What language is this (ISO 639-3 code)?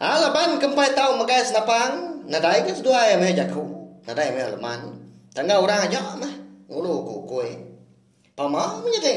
iba